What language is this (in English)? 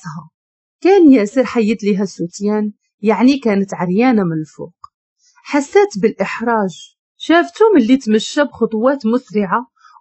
Moroccan Arabic